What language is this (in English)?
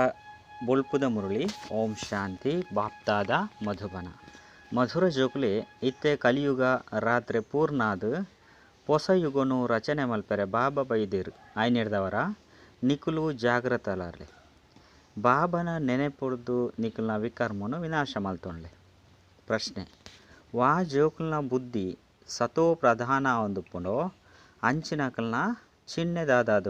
Tulu